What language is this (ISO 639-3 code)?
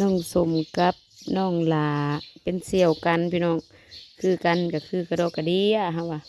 tts